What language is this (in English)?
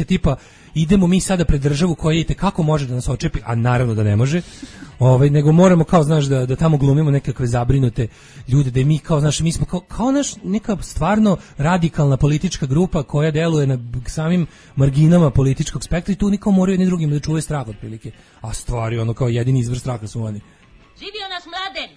Serbian